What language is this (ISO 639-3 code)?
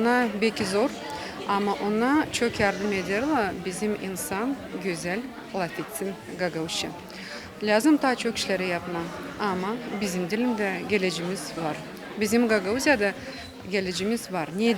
gag